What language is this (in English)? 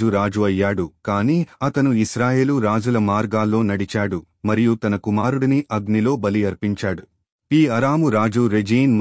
Telugu